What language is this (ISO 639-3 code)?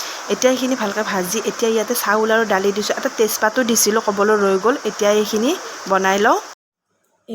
asm